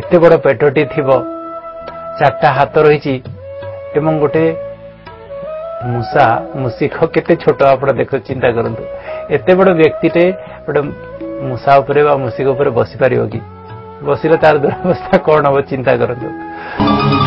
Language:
Odia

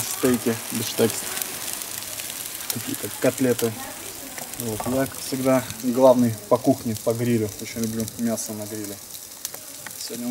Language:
Russian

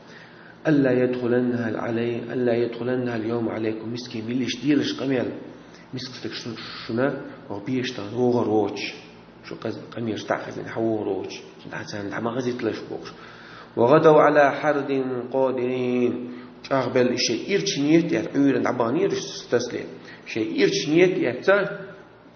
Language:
Chechen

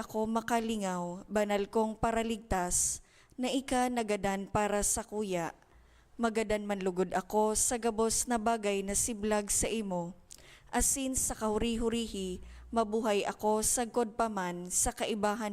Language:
Bikol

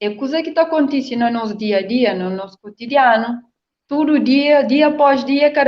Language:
Kabuverdianu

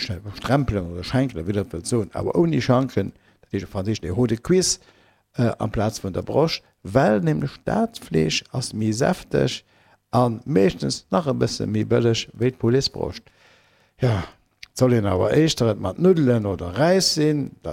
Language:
Luxembourgish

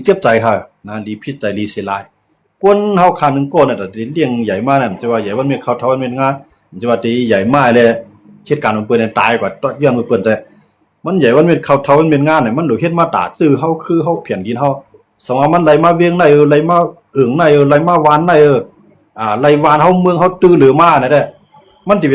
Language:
Shan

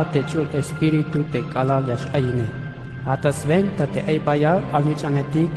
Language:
Tzeltal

